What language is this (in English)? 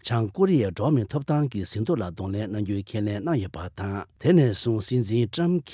Tibetan